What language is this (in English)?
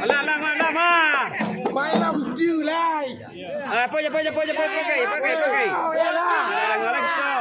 Minangkabau